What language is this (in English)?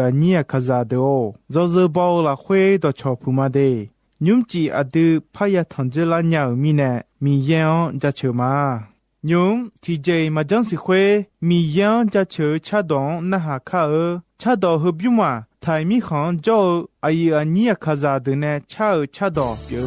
Akha